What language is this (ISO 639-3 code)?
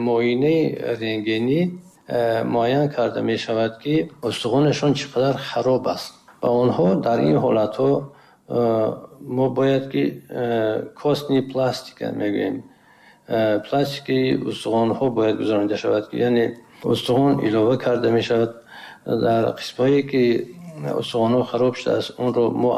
tgk